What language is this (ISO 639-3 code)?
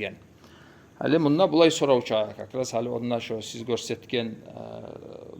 kum